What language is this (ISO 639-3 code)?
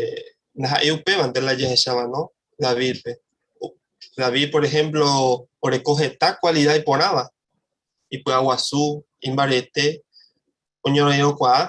grn